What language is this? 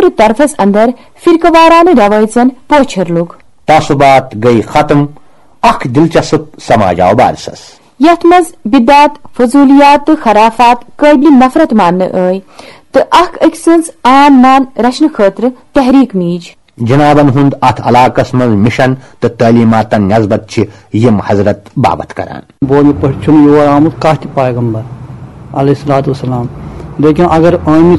Kashmiri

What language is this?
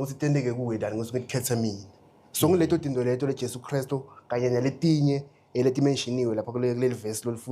Zulu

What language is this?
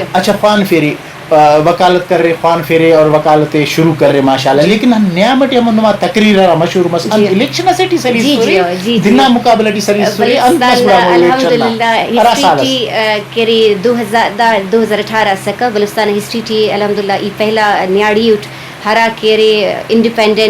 Brahui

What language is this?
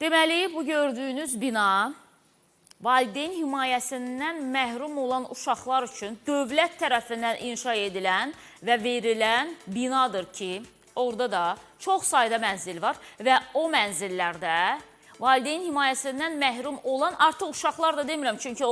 Azerbaijani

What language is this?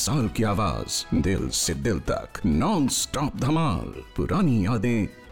Hindi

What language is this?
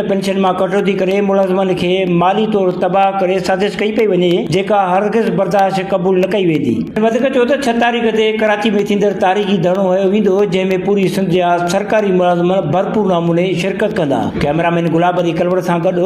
Sindhi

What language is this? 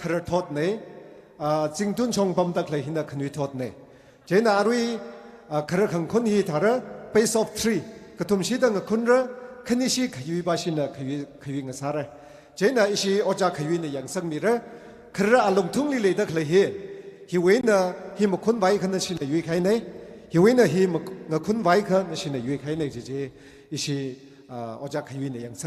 Tangkhul Naga (India)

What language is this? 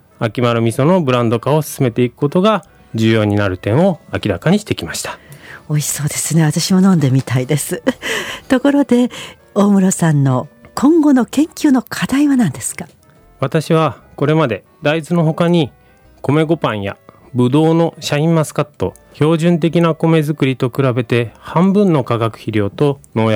Japanese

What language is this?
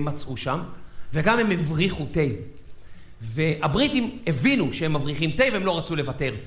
Hebrew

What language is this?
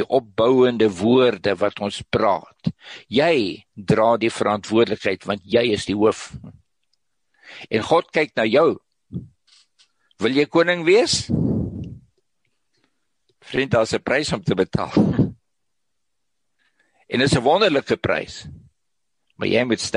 Afrikaans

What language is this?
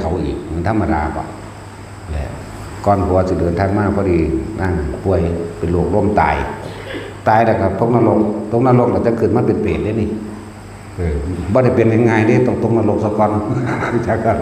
Northeastern Thai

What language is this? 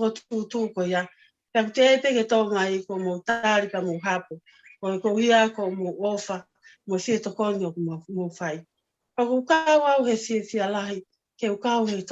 Tongan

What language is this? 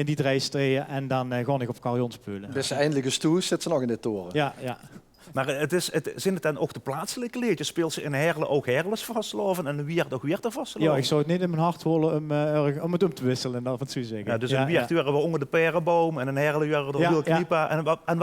Limburgish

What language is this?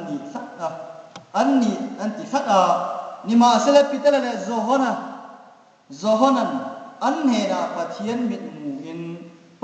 Hmar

